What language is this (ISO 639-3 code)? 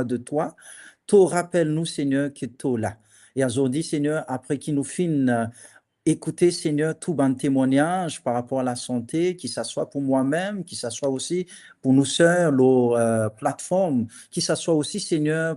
mfe